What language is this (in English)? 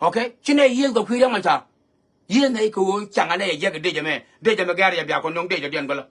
Nuer